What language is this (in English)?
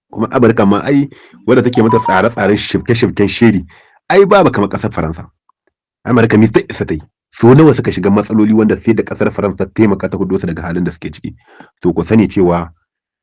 Hausa